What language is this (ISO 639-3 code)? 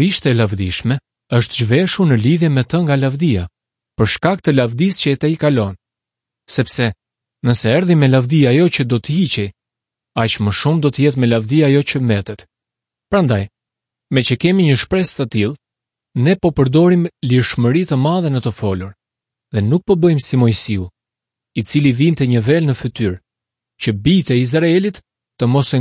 sqi